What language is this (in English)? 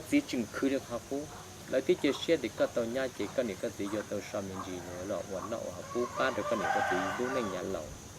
Hmong